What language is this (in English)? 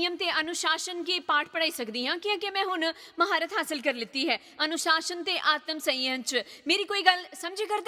Dogri